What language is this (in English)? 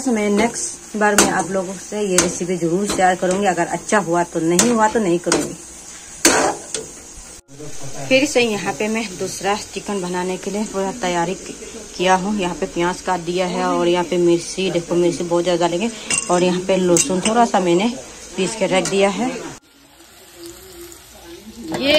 Hindi